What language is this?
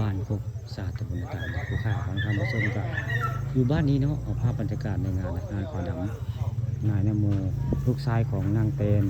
Northeastern Thai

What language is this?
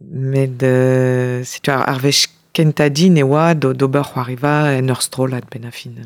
Breton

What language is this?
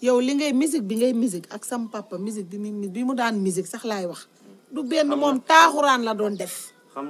Wolof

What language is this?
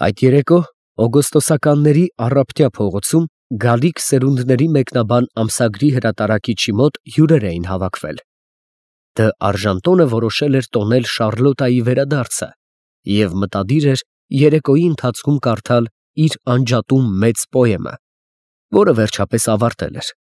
Armenian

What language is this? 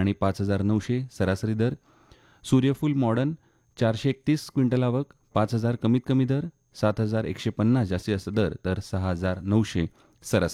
Marathi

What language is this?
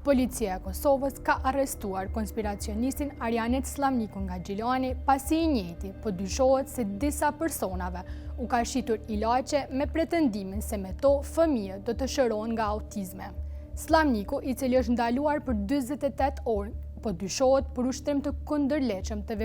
Albanian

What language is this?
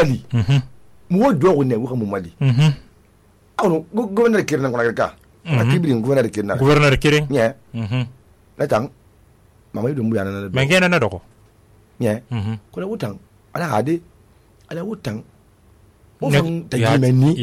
Susu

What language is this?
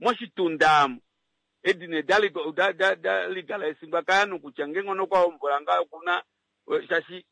Kuanyama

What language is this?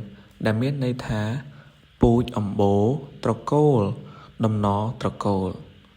Khmer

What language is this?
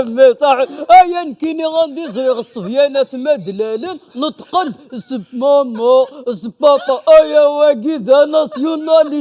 Kabyle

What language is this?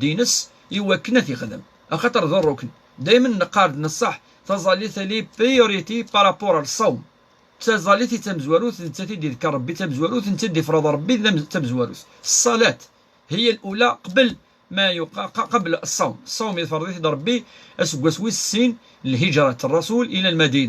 Kabyle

